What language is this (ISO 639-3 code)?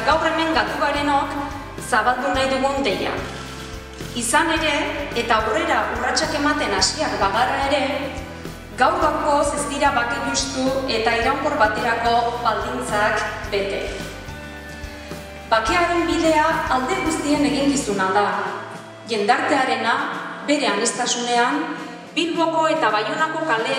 eus